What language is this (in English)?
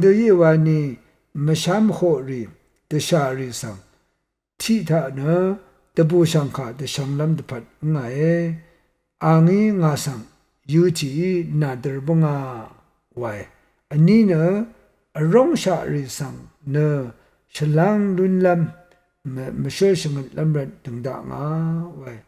Rawang